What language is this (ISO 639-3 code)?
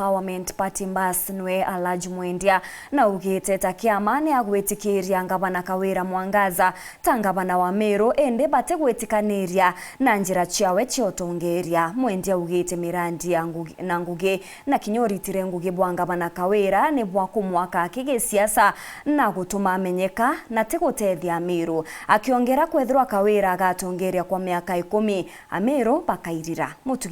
mer